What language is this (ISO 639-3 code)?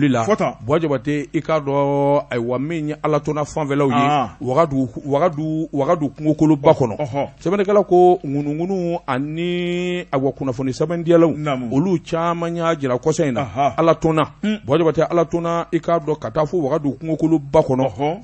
bam